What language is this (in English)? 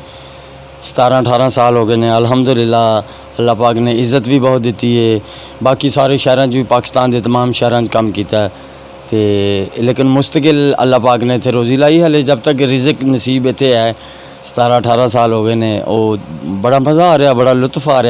Saraiki